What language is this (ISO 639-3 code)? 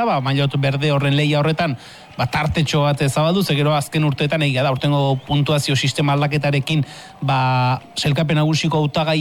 eus